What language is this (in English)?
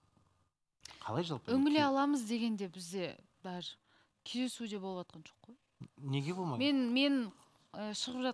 Kazakh